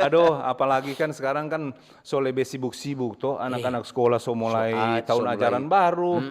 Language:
Manado Malay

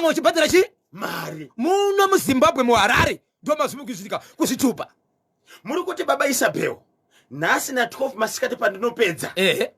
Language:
Shona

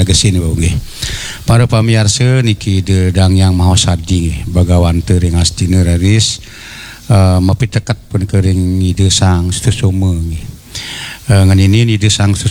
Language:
Balinese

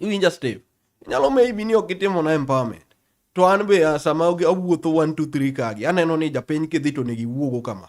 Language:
Luo (Kenya and Tanzania)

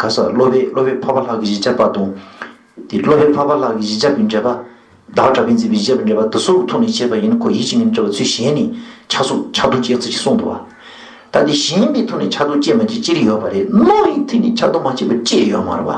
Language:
Tibetan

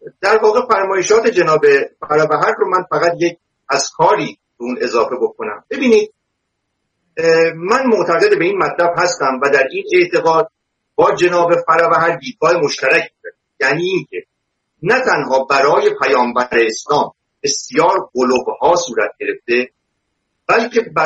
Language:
Persian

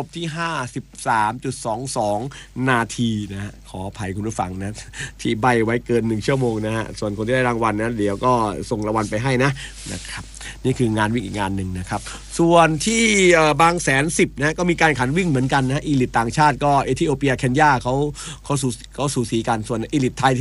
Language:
Thai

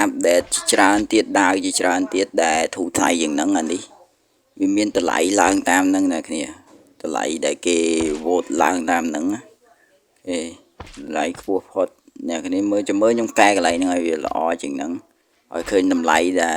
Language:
Khmer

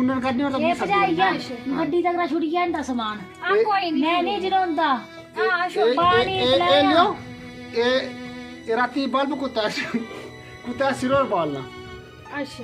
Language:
Dogri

